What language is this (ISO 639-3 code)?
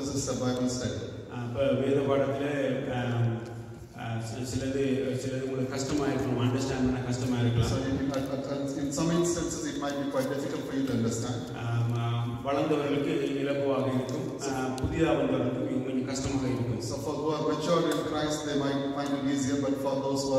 tam